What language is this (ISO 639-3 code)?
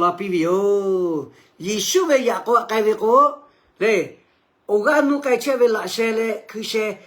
lhu